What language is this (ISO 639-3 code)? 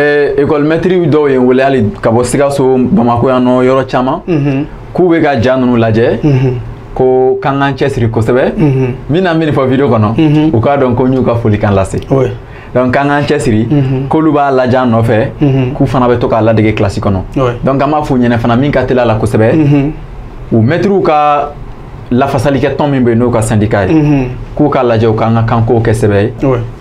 bam